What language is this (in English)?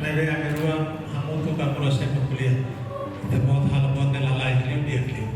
Tetum